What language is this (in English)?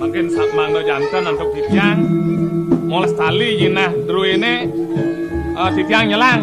Balinese